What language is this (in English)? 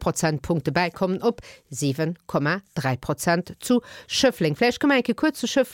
Luxembourgish